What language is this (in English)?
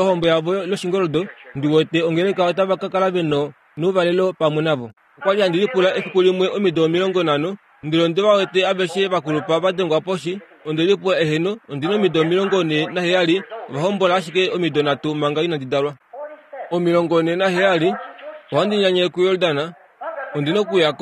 Kuanyama